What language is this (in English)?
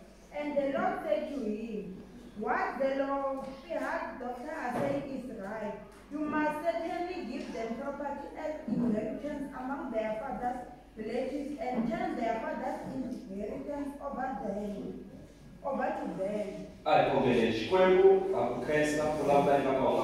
Tsonga